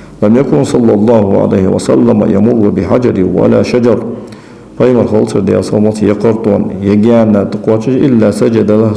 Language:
Ingush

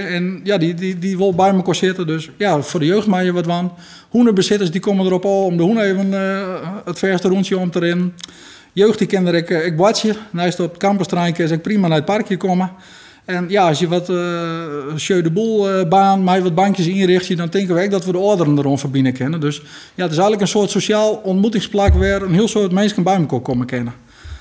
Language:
Western Frisian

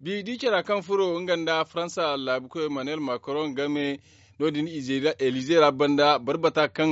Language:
Zarma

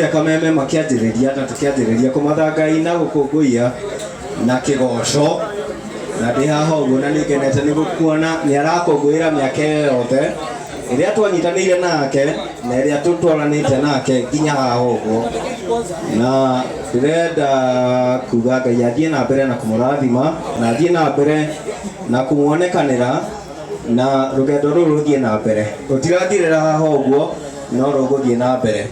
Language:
Kikuyu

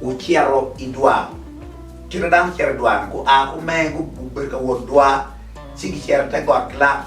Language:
Acoli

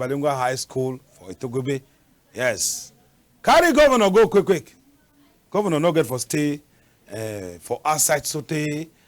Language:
Cameroon Pidgin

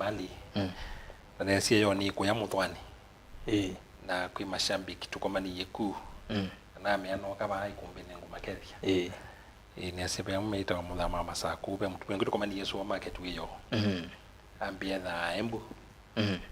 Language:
Kamba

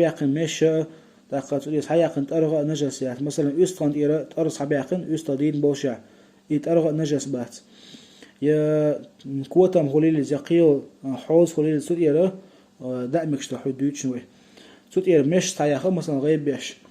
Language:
Chechen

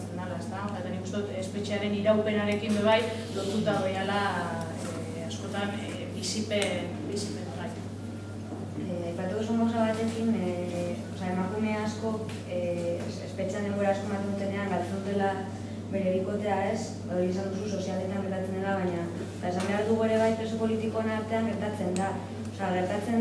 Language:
Basque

